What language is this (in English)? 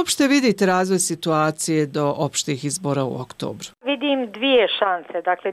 Bosnian